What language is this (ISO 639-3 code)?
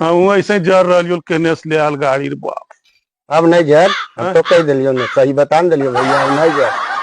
mag